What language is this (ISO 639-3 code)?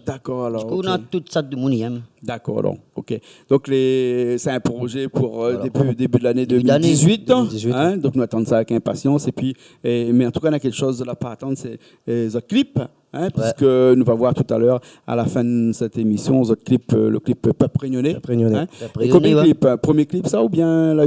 rcf